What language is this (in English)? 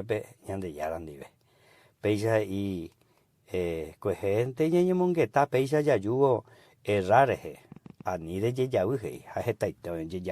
Guarani